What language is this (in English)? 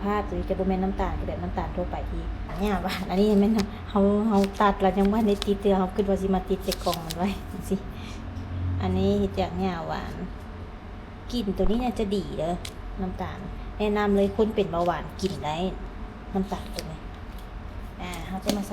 Lao